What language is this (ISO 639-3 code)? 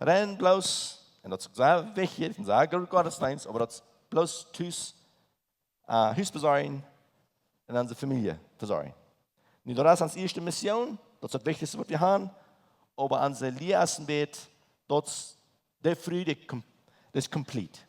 pdt